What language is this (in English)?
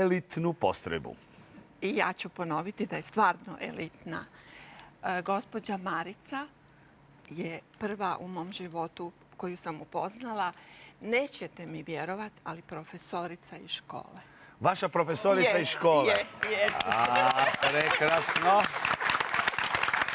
Croatian